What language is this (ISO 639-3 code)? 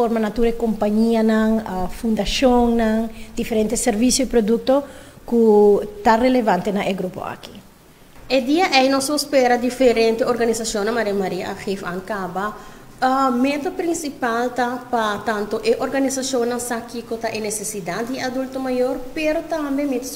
pap